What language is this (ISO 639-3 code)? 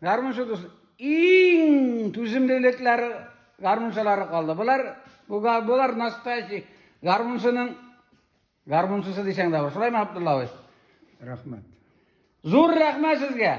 tat